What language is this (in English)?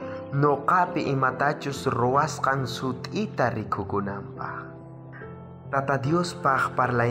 South Bolivian Quechua